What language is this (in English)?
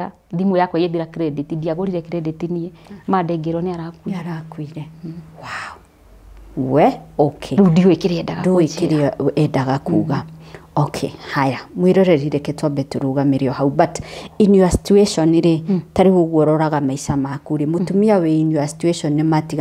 Kikuyu